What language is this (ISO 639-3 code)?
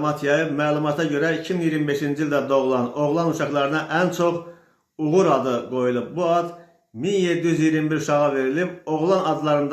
aze